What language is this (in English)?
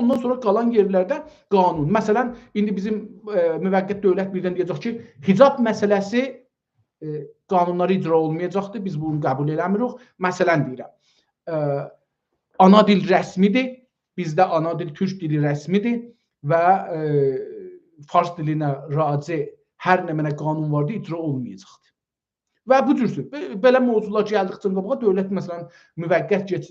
South Azerbaijani